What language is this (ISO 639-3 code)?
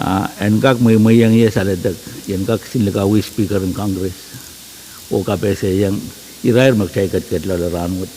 pon